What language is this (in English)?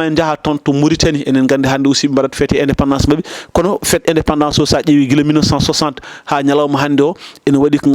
Fula